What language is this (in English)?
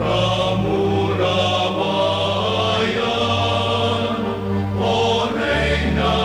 Bikol